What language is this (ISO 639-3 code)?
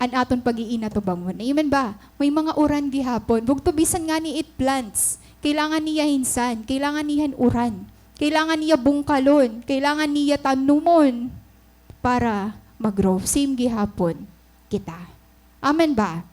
war